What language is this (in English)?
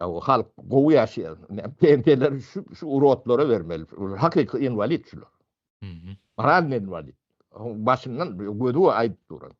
Turkmen